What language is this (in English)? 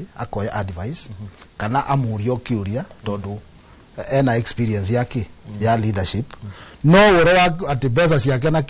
Kikuyu